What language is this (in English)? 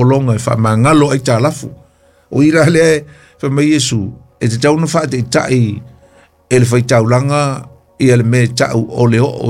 Samoan